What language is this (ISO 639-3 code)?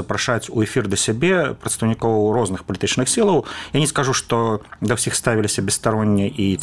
bel